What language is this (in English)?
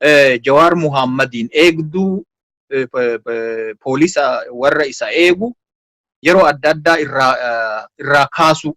Oromo